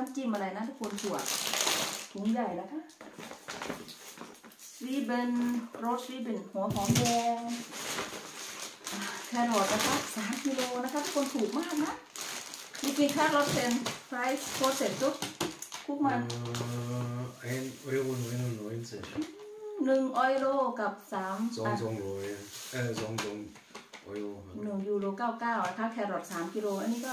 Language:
Thai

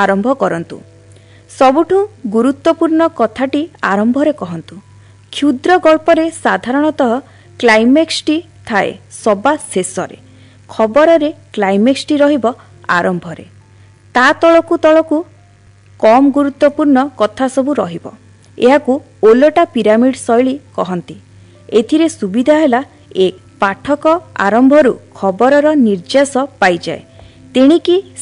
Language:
Odia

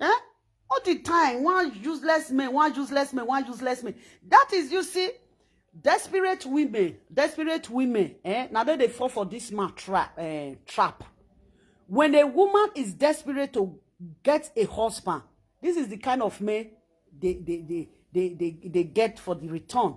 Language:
Nigerian Pidgin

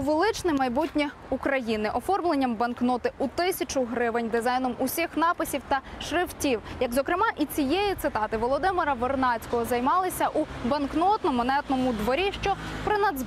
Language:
Ukrainian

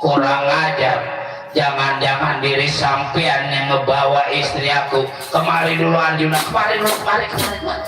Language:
Betawi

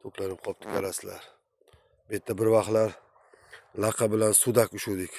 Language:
Uzbek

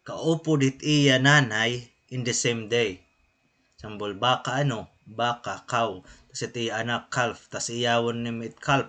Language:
Waray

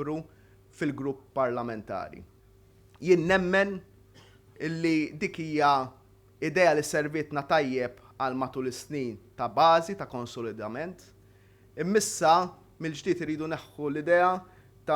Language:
Maltese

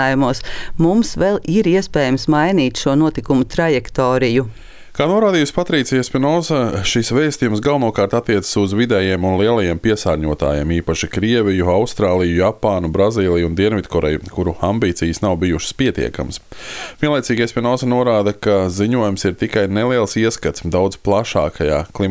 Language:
Latvian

